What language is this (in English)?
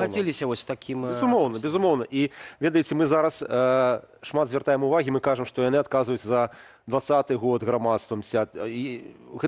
Belarusian